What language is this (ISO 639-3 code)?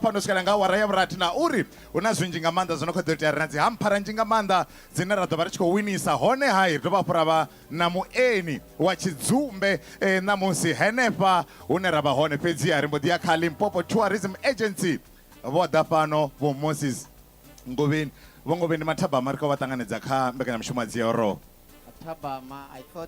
ven